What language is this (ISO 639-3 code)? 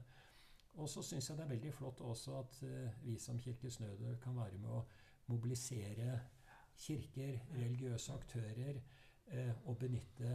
nor